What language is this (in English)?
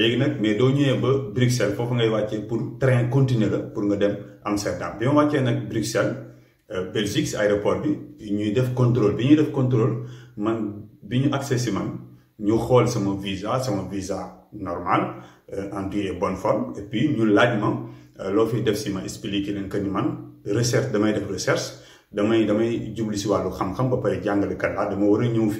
Wolof